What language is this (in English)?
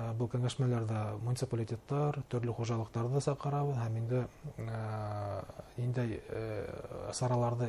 Bashkir